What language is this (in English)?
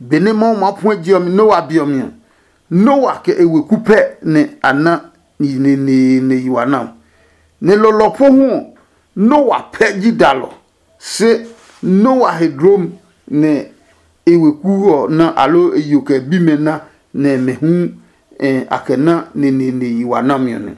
Adangme